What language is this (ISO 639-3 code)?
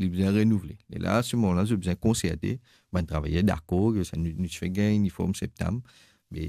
mfe